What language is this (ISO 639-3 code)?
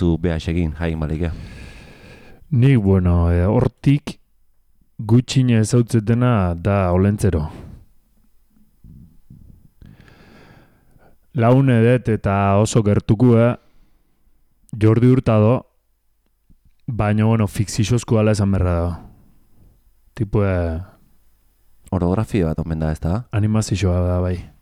eus